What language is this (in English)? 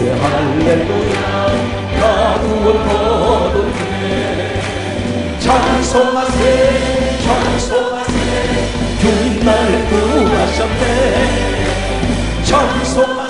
Korean